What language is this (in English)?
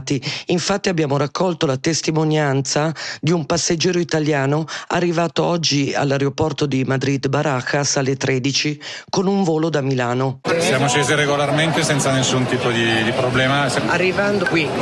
Italian